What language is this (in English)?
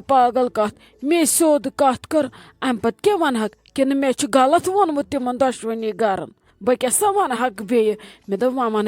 Kashmiri